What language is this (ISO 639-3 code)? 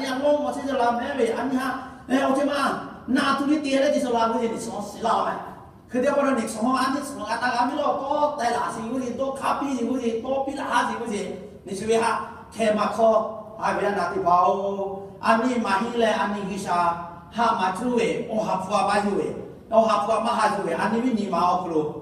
lhu